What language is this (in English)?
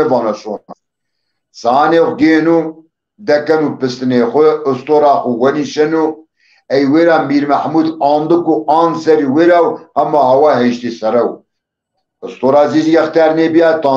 Zaza